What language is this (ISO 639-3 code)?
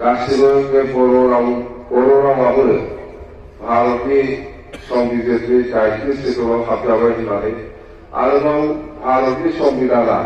brx